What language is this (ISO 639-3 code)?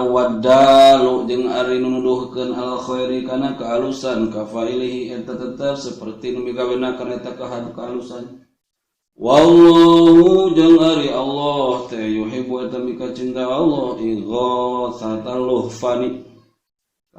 sun